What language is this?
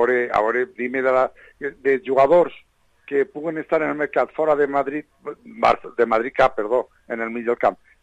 Catalan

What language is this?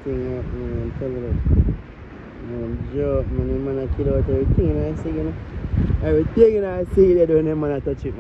Jamaican Creole English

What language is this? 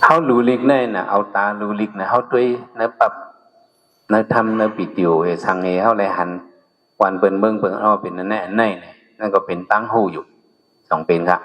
Shan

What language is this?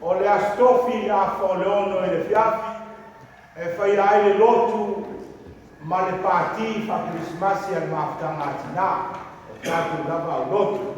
Samoan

